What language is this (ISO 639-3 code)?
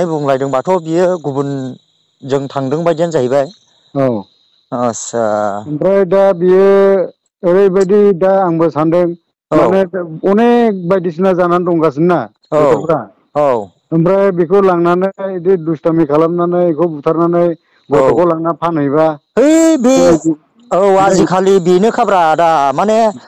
brx